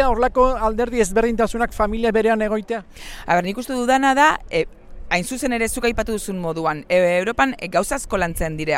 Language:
Basque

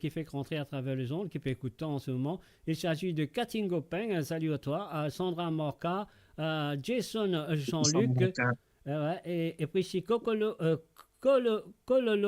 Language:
Morisyen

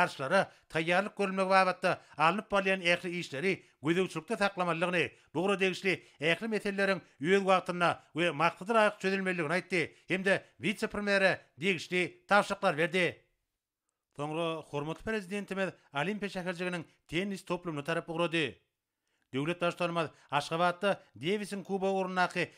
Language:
Turkmen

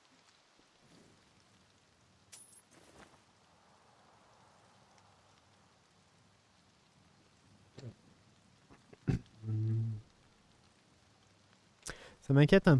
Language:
French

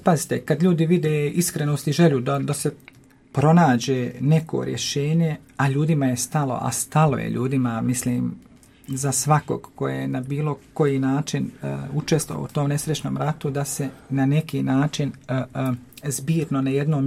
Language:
Croatian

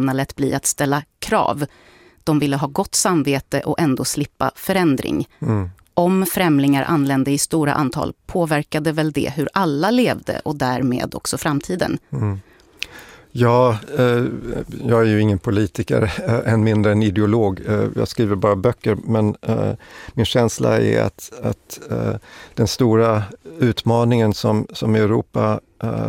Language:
Swedish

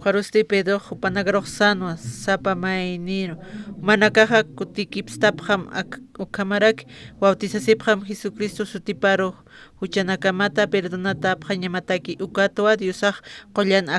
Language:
Aymara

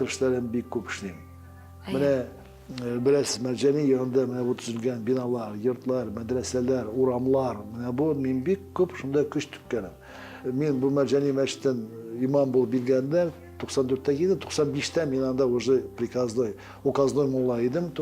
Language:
Tatar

